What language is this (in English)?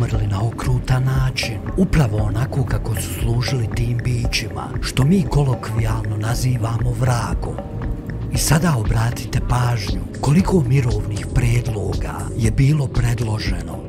Croatian